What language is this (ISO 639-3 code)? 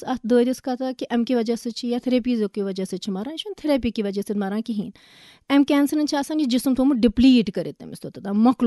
kas